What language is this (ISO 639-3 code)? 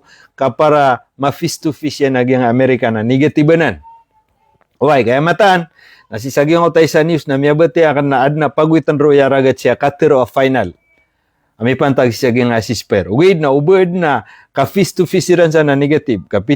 mrw